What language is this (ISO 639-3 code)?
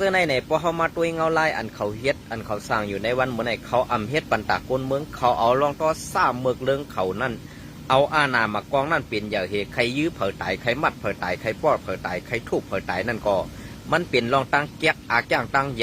shn